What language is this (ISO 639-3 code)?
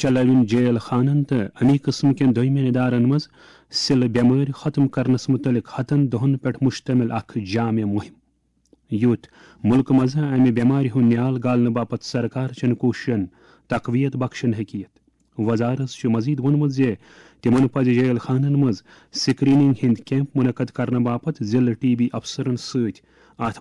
kas